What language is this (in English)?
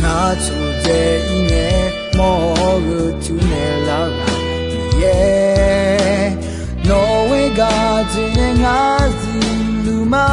Akha